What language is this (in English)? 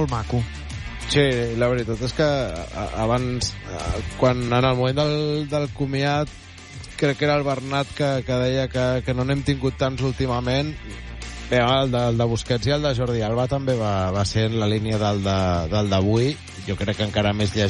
Catalan